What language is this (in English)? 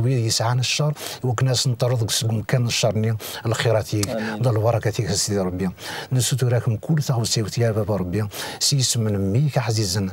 Kabyle